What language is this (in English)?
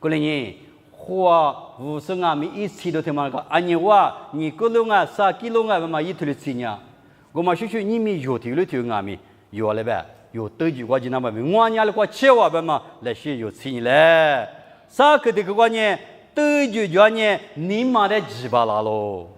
Lisu